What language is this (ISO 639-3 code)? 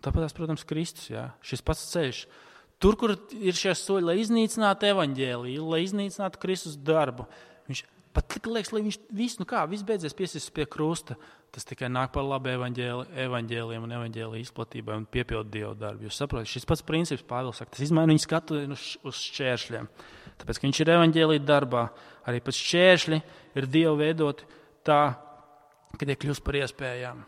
lav